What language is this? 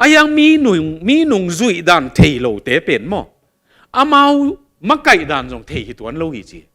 Tedim Chin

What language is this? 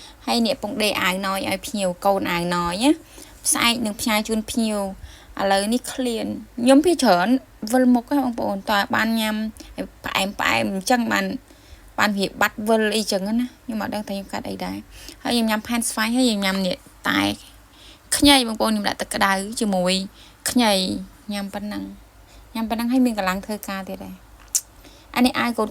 Khmer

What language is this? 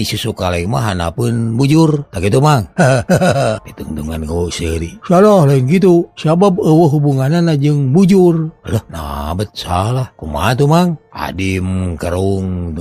Sundanese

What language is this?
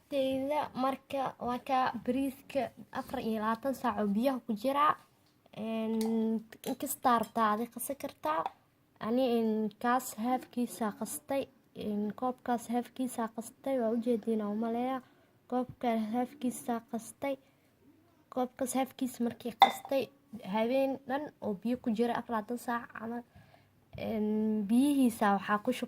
Somali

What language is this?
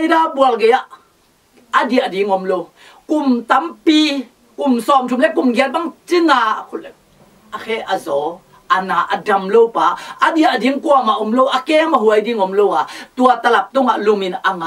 Tedim Chin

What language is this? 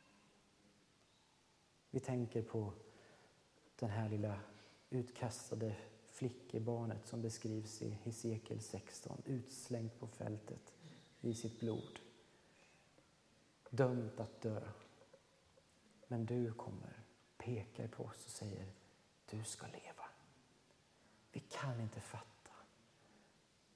Swedish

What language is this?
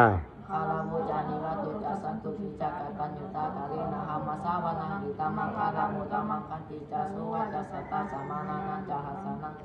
Pali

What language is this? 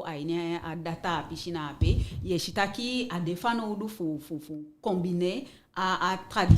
Eastern Maroon Creole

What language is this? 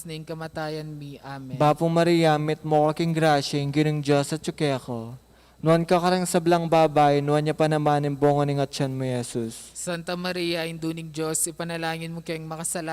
Pampanga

